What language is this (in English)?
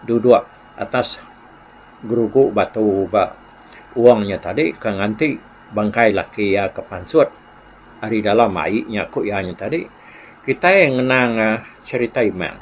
Iban